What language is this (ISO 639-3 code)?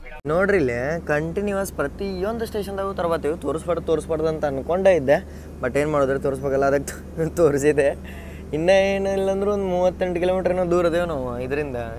kan